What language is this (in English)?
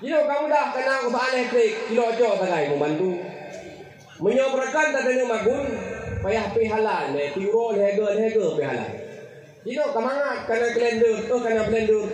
Achinese